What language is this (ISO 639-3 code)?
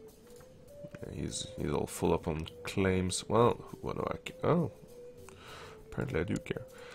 eng